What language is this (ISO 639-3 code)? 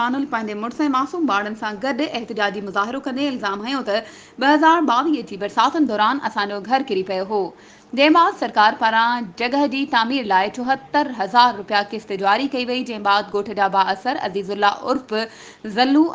snd